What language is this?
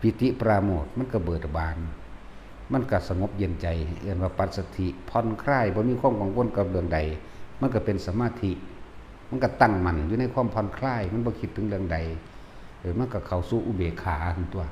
Northeastern Thai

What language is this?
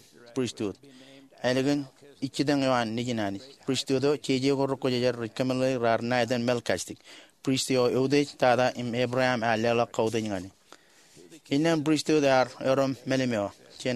Marshallese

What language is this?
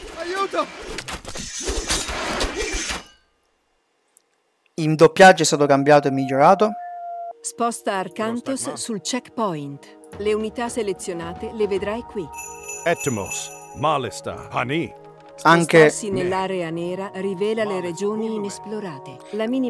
Italian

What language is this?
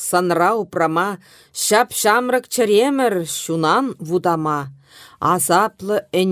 Chuvash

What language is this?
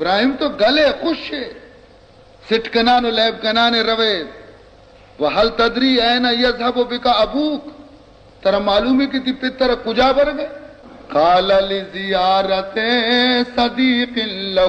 Baluchi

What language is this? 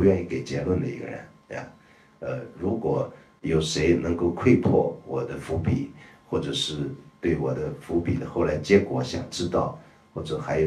Chinese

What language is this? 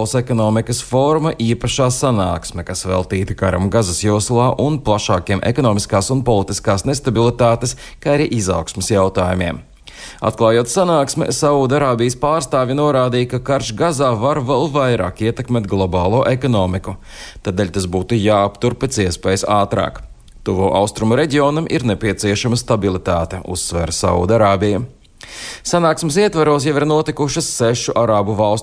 Latvian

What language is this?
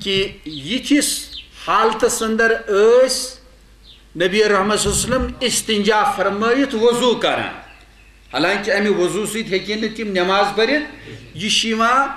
Kashmiri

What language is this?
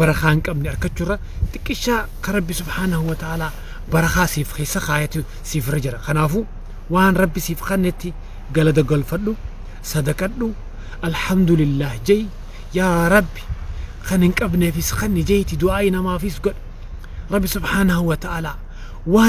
Oromo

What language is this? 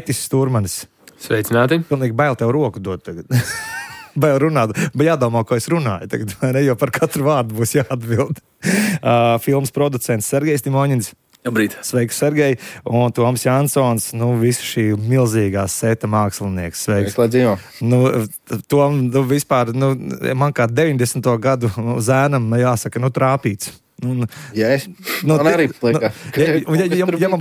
Latvian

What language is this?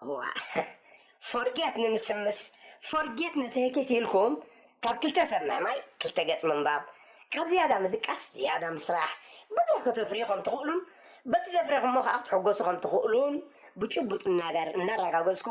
Tigrinya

